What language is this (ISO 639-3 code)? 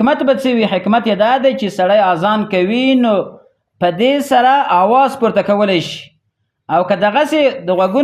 pus